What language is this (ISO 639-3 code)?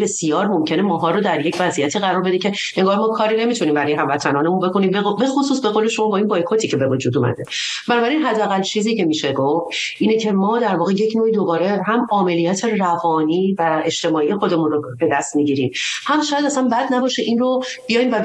fas